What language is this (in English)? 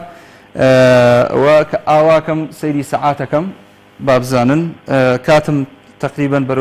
Central Kurdish